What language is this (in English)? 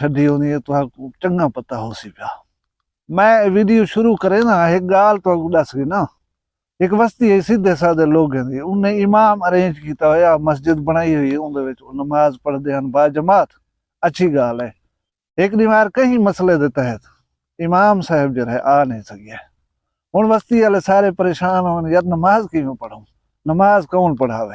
Saraiki